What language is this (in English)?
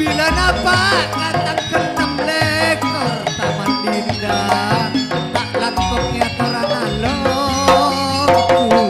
Madurese